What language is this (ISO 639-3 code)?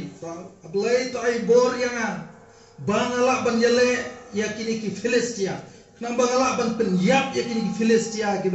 kha